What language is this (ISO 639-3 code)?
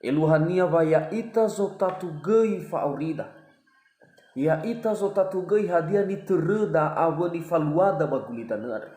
nia